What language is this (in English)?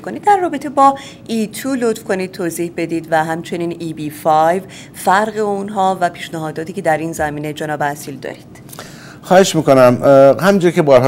Persian